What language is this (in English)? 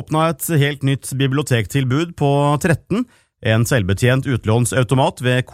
Norwegian